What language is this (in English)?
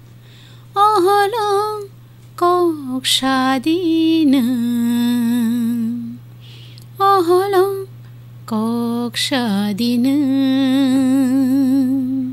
Kok Borok